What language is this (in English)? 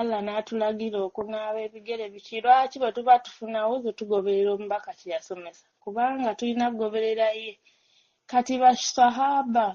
Ganda